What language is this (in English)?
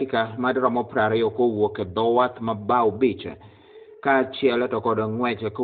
Luo (Kenya and Tanzania)